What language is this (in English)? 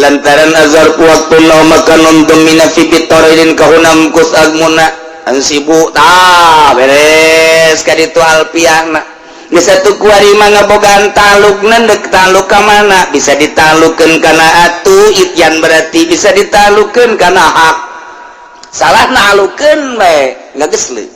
Sundanese